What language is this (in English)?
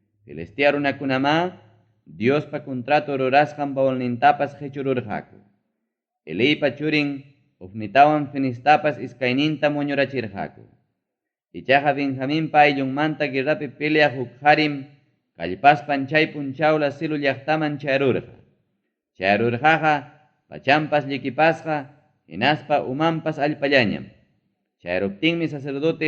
Ayacucho Quechua